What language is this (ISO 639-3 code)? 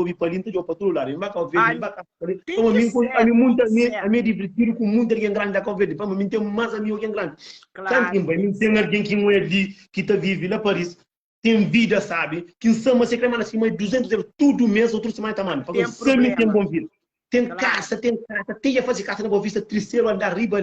kea